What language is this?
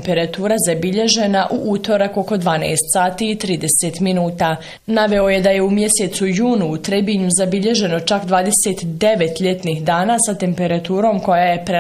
Bosnian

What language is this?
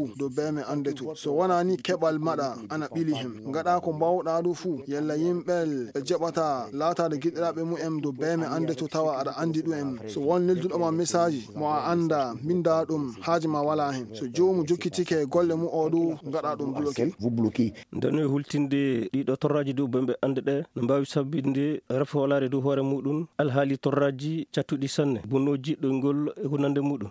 Fula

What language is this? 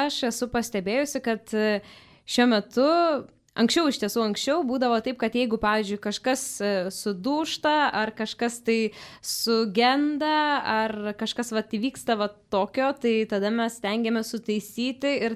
Lithuanian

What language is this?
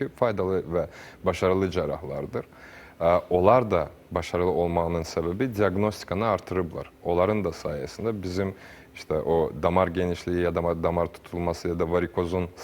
Azerbaijani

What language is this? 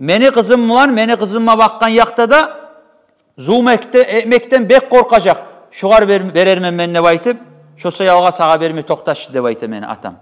Kumyk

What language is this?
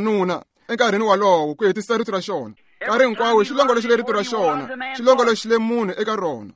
Tsonga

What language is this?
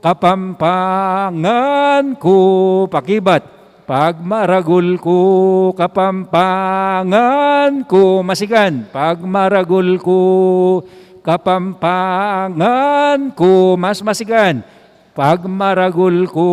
Pampanga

